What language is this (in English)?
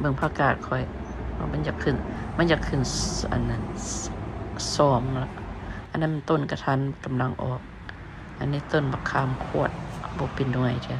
Lao